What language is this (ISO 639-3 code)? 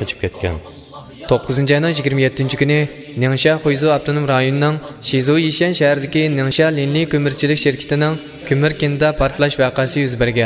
uig